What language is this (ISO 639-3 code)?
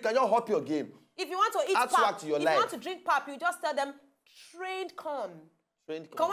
pcm